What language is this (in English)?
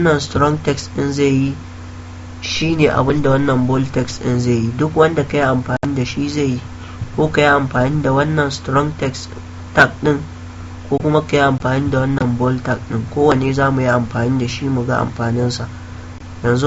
Hausa